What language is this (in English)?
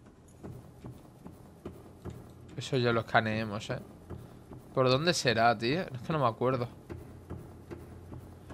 Spanish